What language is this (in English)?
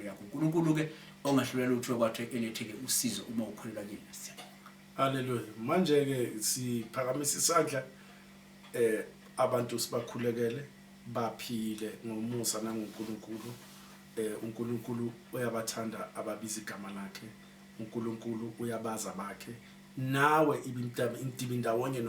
Zulu